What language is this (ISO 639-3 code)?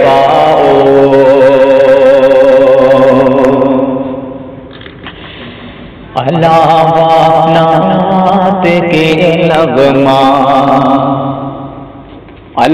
urd